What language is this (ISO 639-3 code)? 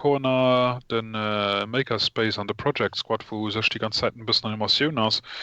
ltz